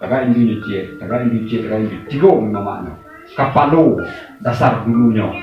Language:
Minangkabau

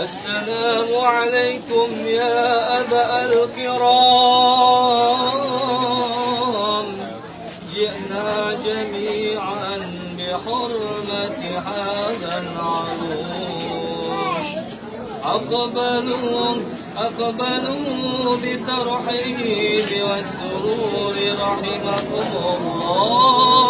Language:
Betawi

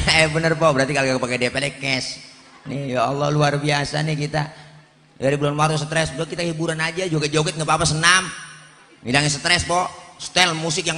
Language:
Betawi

